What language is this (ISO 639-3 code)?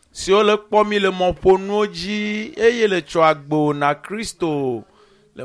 ewe